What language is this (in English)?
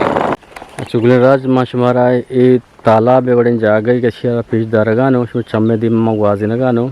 Eastern Balochi